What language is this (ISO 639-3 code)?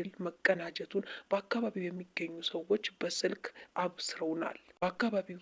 amh